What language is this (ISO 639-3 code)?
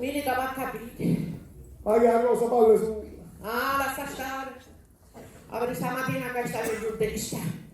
scn